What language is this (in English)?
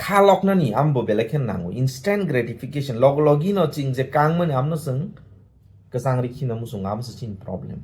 Kok Borok